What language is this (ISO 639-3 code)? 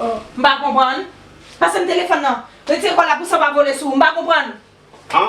hat